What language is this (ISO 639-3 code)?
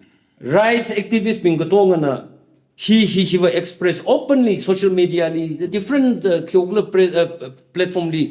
nmf